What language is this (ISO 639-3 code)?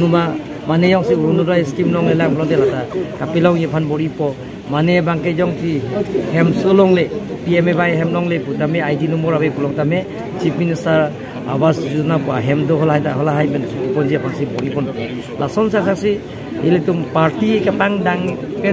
mjw